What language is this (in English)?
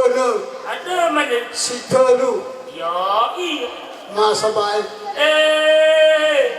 Nias